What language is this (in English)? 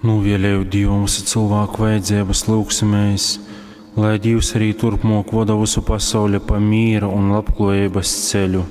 Latgalian